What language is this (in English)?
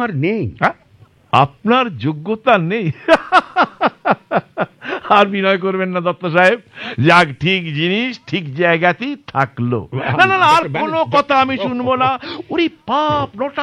Bangla